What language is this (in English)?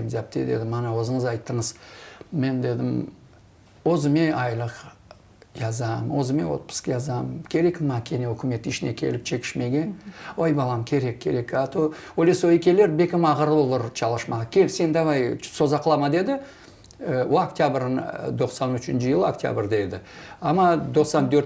Crimean Tatar